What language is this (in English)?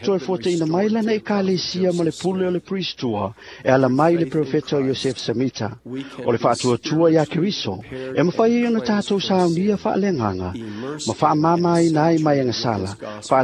Samoan